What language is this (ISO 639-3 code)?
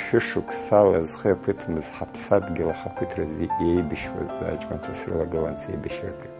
abk